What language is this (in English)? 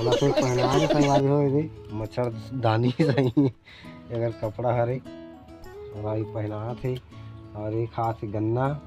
Chhattisgarhi